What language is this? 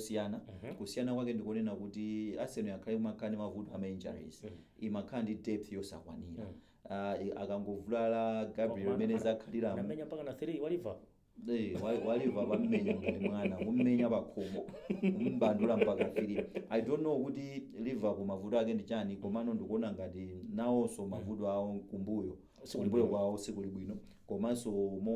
Nyanja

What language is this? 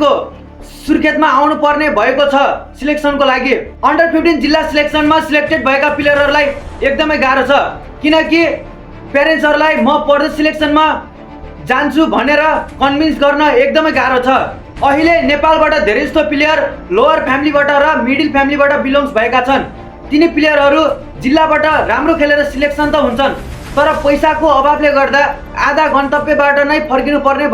Nepali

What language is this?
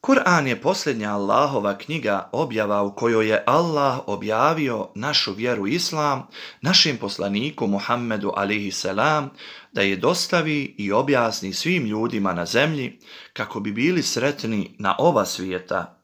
Bosnian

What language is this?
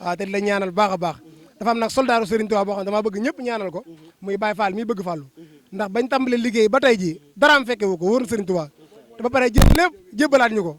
Wolof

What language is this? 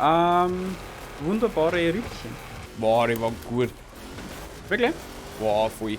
Bavarian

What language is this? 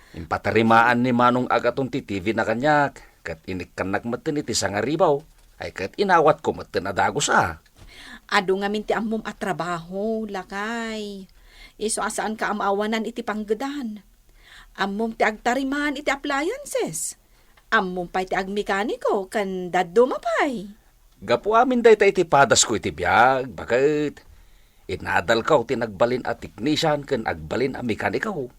Iloko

